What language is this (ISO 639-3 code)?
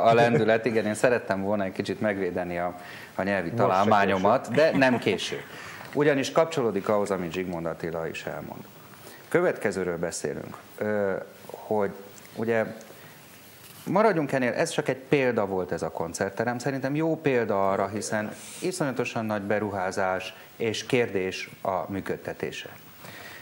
hun